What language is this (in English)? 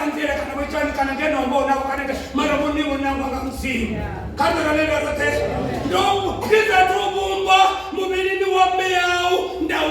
Venda